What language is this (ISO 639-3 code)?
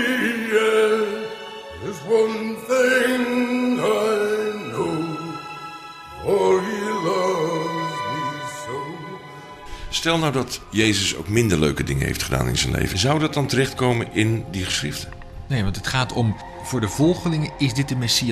nld